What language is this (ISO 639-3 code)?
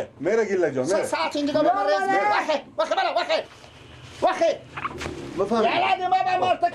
fas